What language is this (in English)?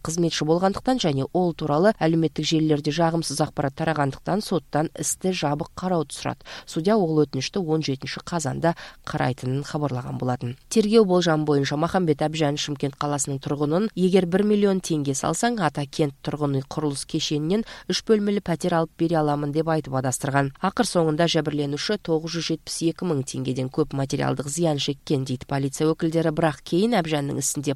Kyrgyz